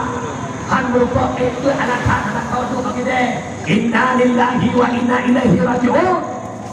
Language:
Achinese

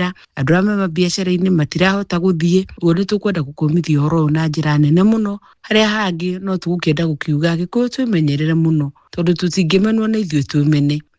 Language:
Kikuyu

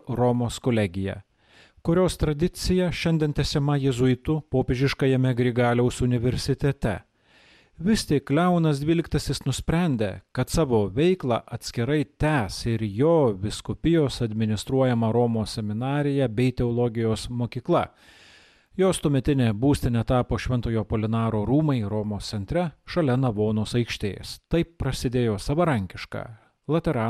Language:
Lithuanian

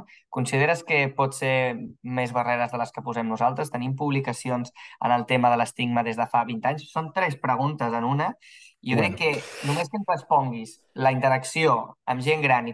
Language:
Catalan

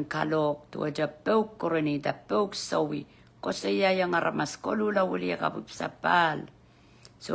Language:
Pohnpeian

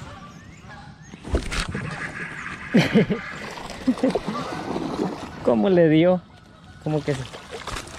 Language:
Spanish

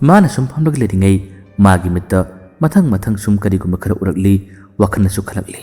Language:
Manipuri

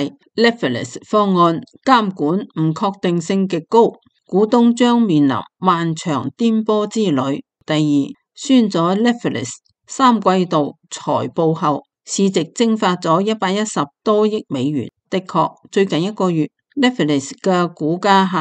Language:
Cantonese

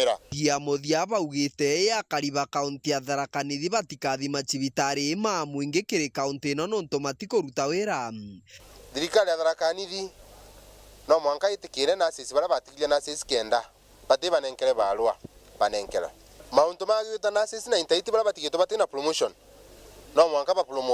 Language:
Meru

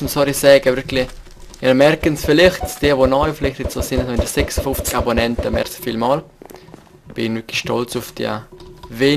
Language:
Swiss German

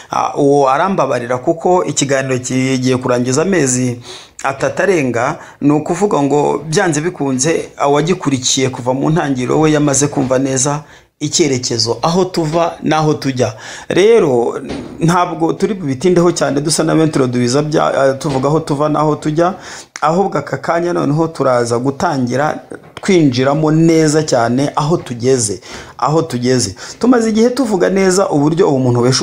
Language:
Kinyarwanda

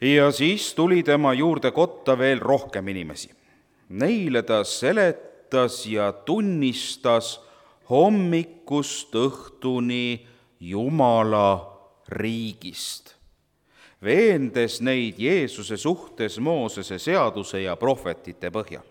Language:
Estonian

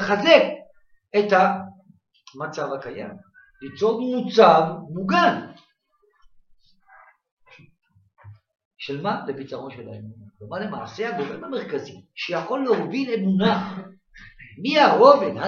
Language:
Hebrew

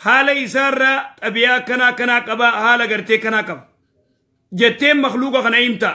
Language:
Oromo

